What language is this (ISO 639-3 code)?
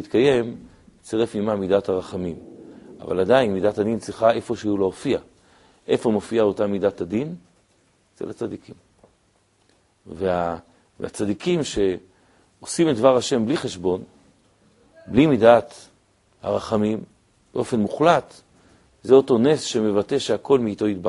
heb